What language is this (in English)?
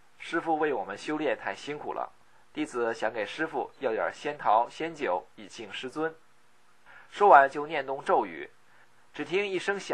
Chinese